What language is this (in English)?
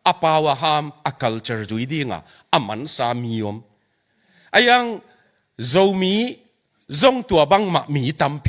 Tedim Chin